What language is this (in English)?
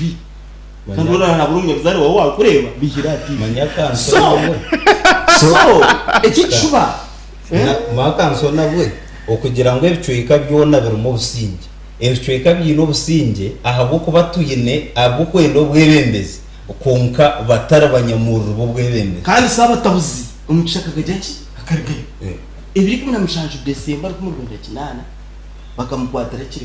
Nyankole